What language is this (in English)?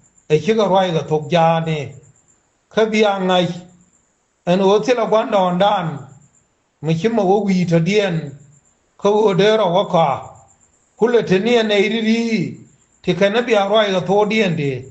Nuer